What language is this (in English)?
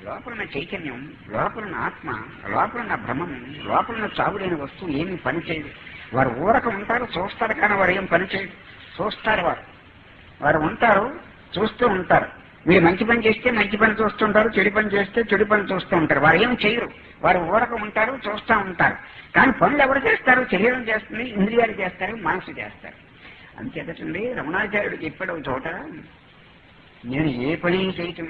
Telugu